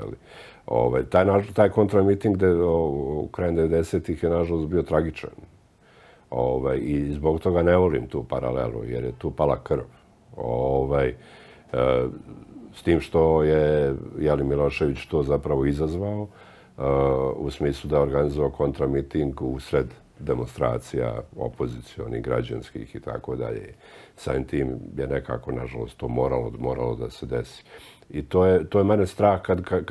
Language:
Serbian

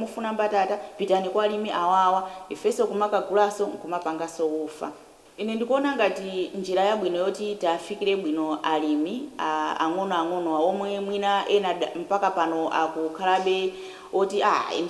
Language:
Nyanja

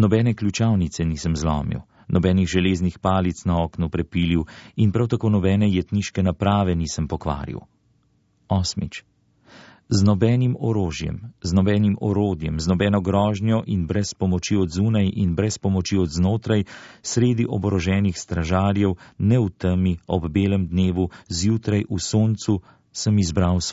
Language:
Slovenian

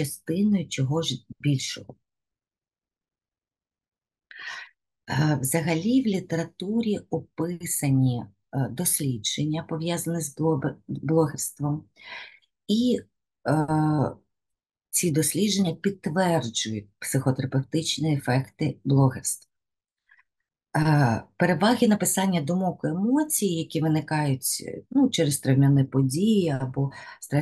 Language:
Ukrainian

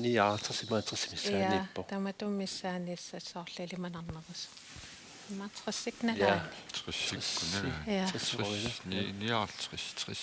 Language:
Kalaallisut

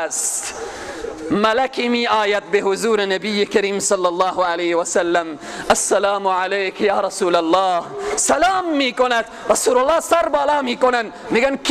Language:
Persian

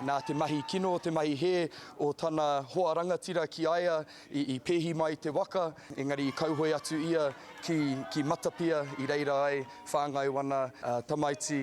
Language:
Māori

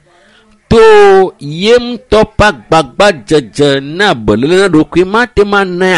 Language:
Ewe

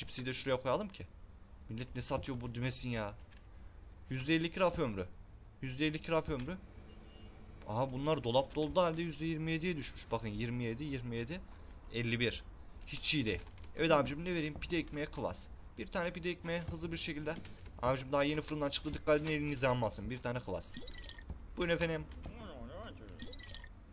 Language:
Turkish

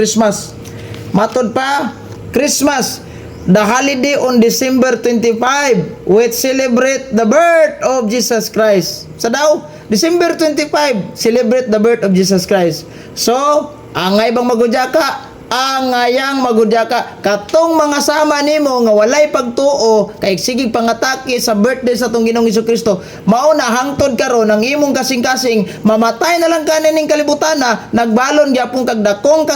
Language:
Cebuano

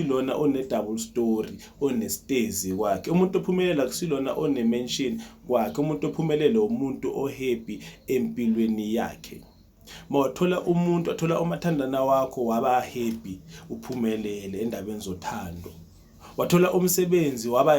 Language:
Zulu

